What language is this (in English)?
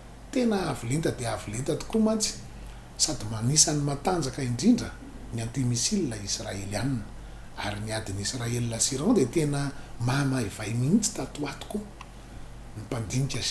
Malagasy